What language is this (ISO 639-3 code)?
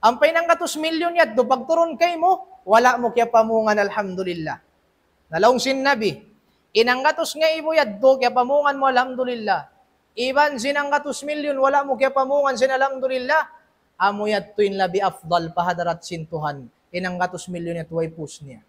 tsg